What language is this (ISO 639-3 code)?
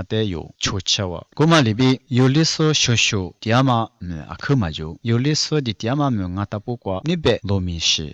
lis